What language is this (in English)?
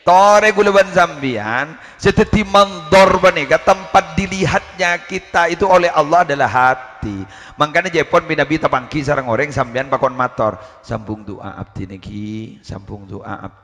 Madurese